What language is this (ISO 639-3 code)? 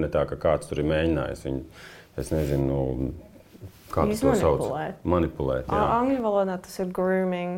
lav